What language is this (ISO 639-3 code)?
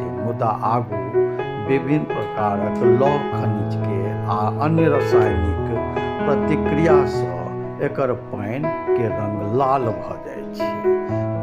mai